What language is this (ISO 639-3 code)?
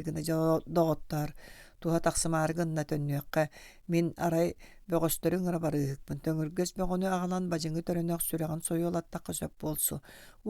sah